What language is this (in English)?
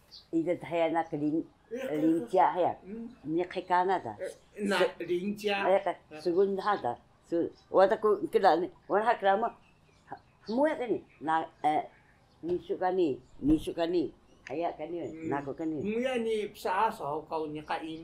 Taroko